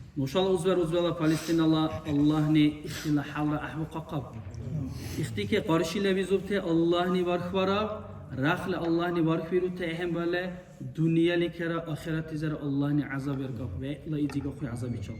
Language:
Dargwa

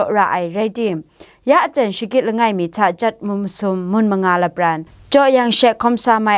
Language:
Kachin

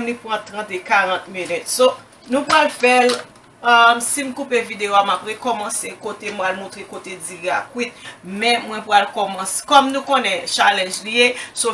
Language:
Haitian Creole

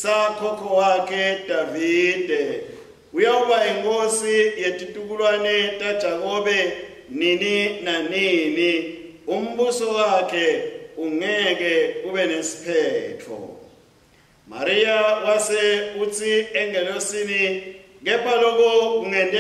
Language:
Swati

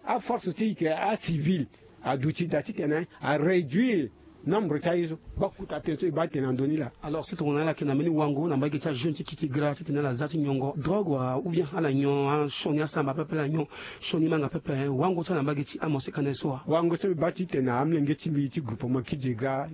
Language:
Sango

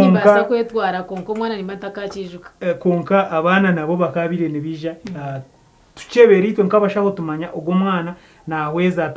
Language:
Nyankole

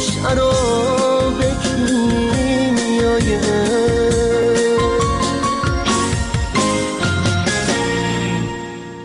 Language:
Persian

